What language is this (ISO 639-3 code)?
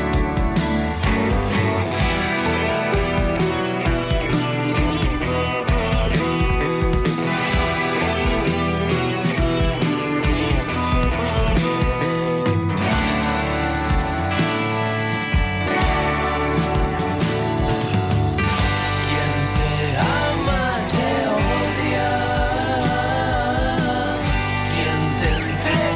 spa